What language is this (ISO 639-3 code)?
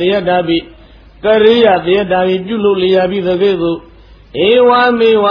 mya